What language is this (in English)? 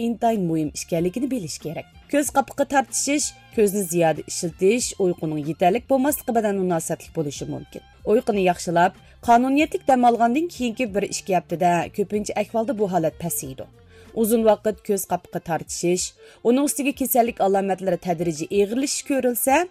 Uyghur